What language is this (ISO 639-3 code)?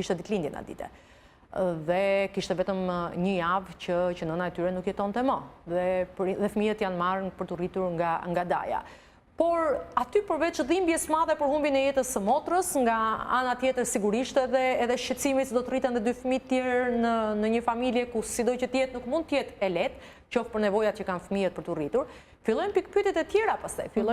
sqi